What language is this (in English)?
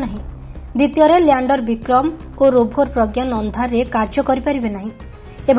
Odia